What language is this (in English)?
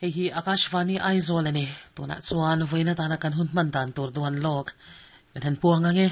Mizo